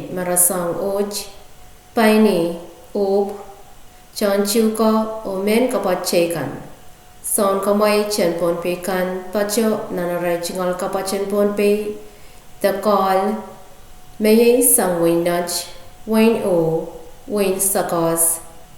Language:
Pohnpeian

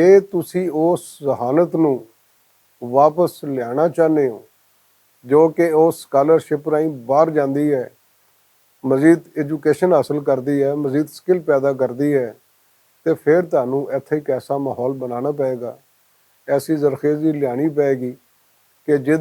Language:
Western Panjabi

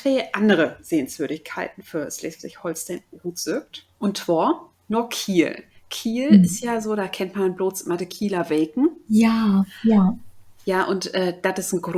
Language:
Low German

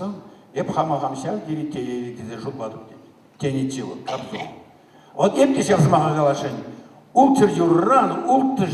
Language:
Chuvash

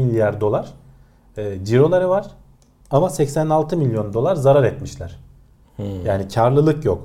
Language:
Turkish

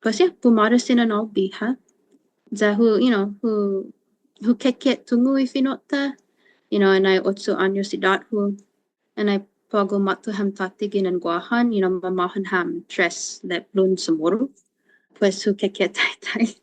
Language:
Chamorro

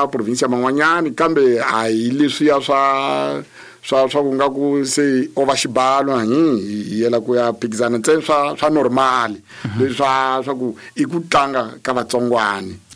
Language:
Tsonga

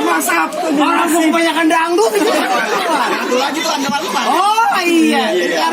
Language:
Betawi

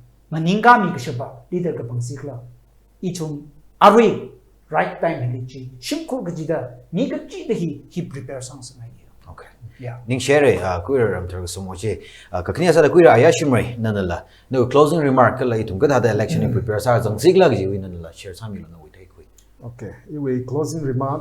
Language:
Tangkhul Naga (India)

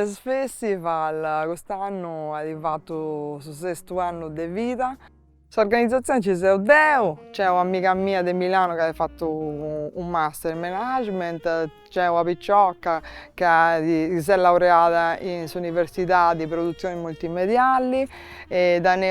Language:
Sardinian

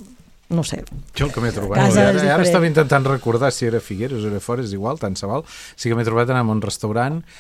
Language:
Catalan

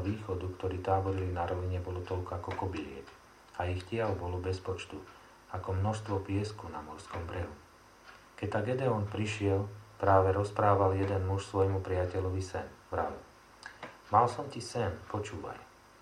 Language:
Slovak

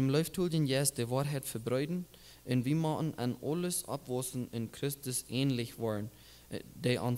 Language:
Plautdietsch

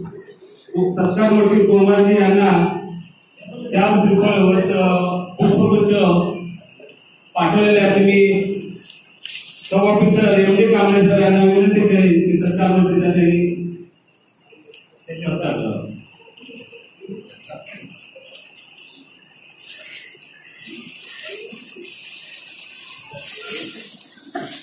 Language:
Marathi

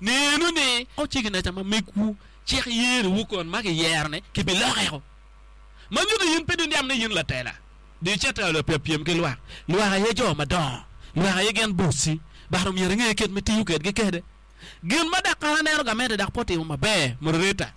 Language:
Acoli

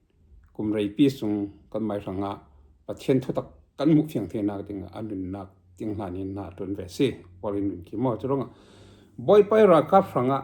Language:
Falam Chin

